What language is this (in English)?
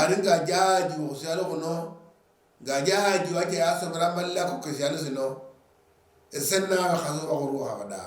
Luyia